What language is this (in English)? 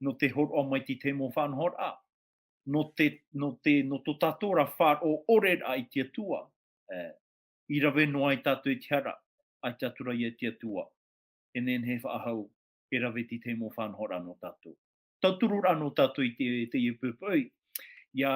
Tahitian